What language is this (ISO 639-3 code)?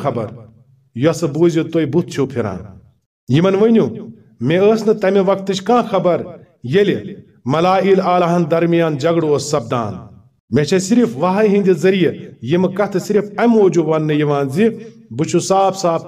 kas